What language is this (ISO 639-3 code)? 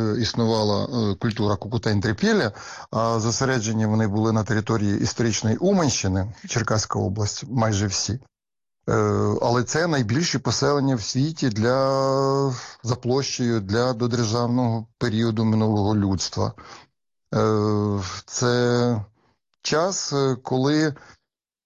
ukr